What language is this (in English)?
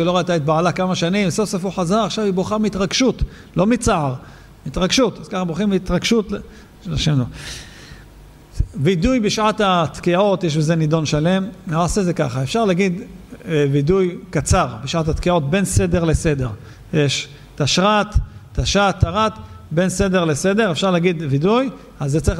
Hebrew